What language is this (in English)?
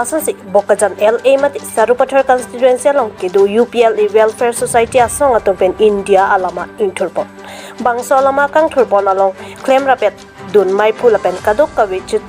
Karbi